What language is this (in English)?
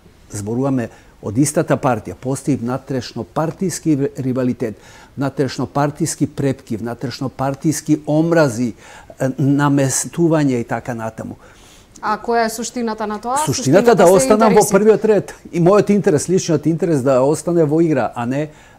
Macedonian